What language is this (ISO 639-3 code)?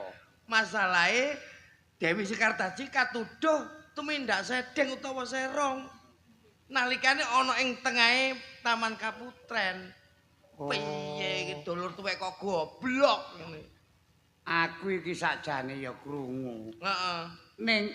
jav